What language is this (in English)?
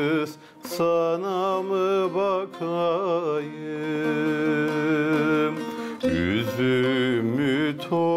Gagauz